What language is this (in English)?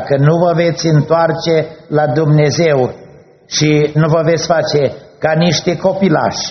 Romanian